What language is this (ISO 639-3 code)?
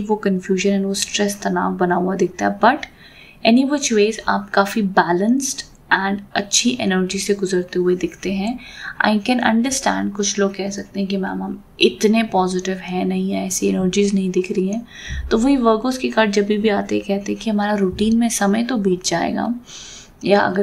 hin